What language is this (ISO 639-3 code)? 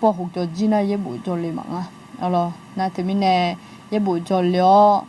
ahk